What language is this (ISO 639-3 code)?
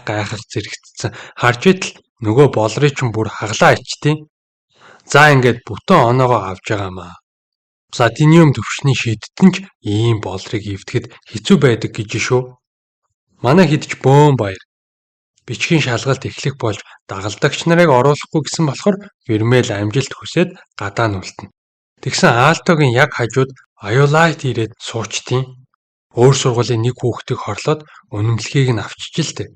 mon